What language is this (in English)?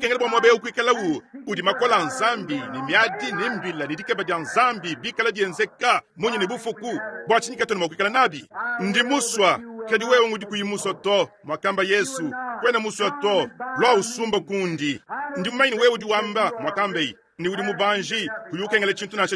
Luba-Lulua